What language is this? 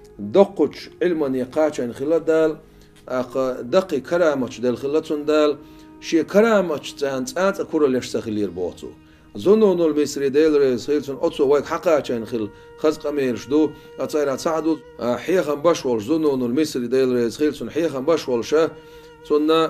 Chechen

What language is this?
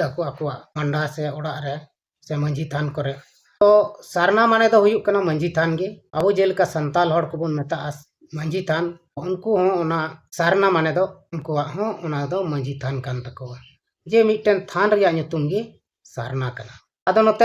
Santali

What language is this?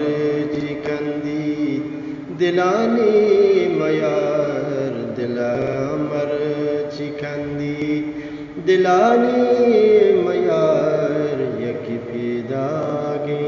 Eastern Balochi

